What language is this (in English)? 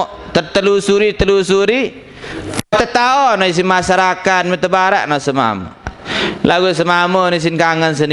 Sasak